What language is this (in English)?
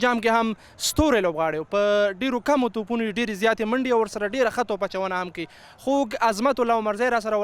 Pashto